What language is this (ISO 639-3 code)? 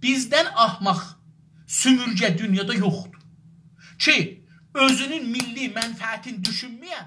azb